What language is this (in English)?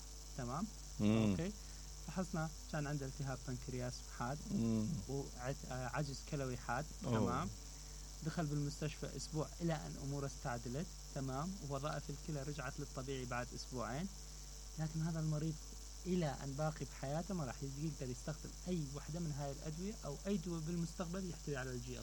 Mesopotamian Arabic